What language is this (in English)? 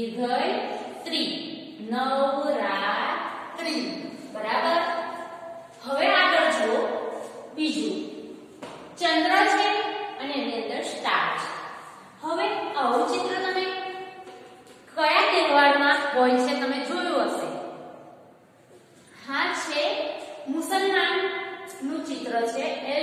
Gujarati